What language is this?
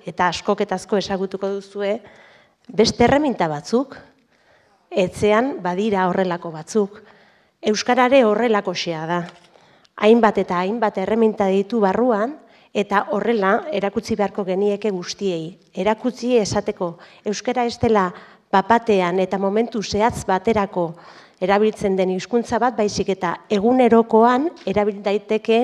Basque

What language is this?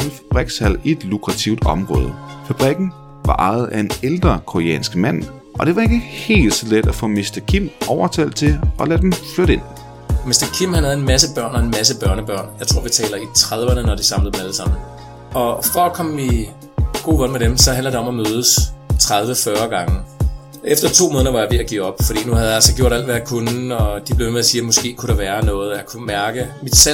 Danish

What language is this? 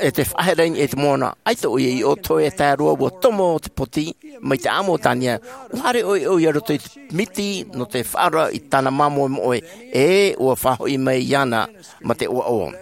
Tahitian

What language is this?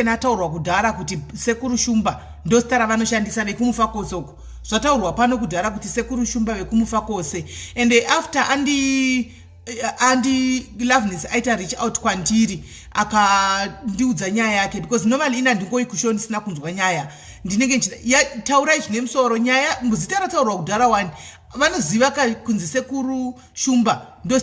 Shona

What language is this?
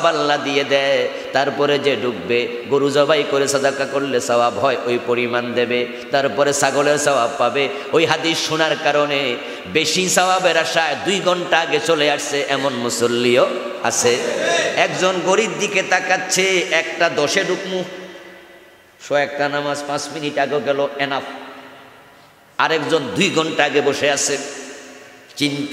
Bangla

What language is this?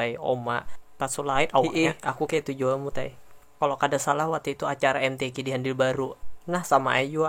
Banjar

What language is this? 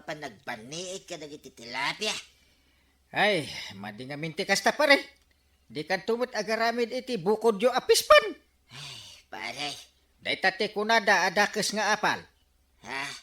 Iloko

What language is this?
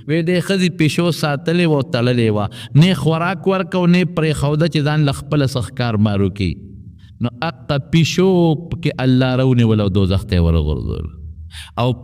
Pashto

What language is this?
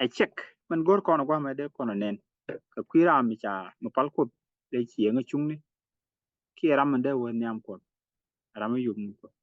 Nuer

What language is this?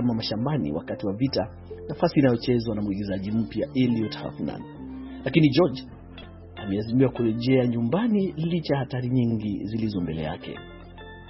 Swahili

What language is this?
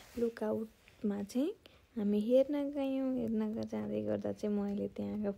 Nepali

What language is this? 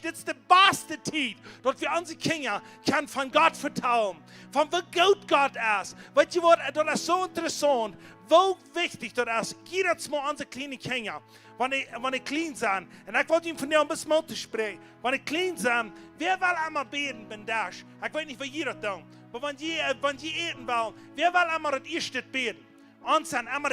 Plautdietsch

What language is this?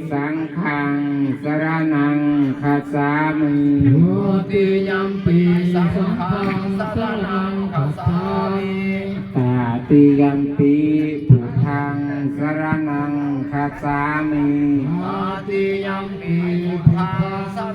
Pali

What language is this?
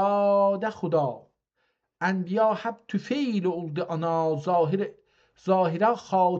South Azerbaijani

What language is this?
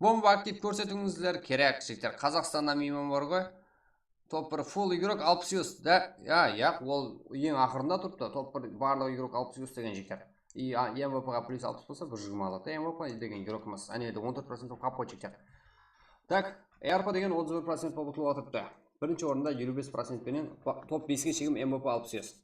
Kara-Kalpak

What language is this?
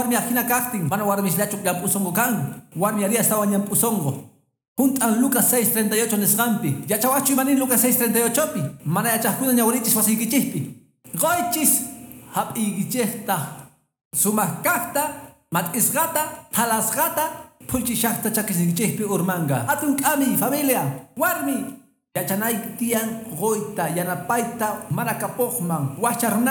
Quechua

